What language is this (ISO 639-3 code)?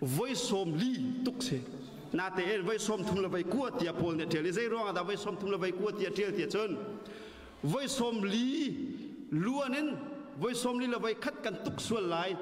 cnh